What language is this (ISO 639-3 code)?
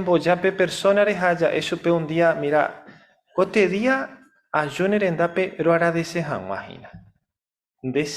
grn